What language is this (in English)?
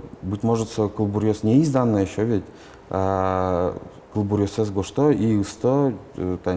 Udmurt